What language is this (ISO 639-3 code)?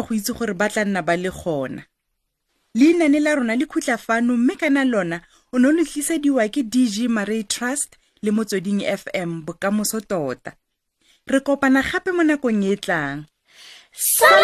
tsn